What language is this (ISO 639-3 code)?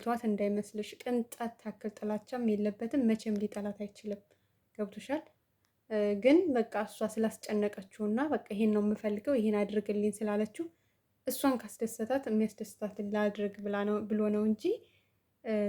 amh